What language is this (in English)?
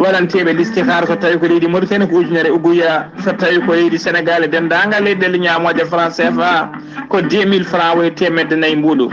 Fula